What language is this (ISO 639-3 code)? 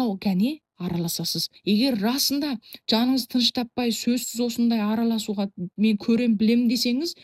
kaz